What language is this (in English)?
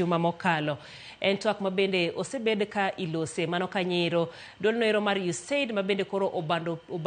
Luo (Kenya and Tanzania)